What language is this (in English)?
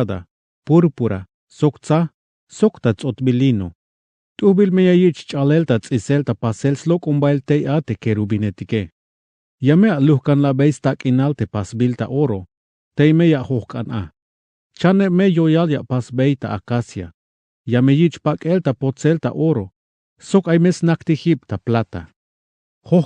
Tzeltal